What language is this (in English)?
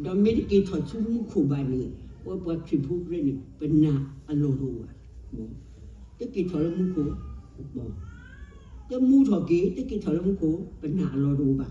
S'gaw Karen